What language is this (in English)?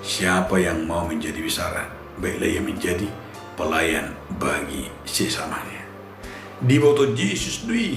Batak Toba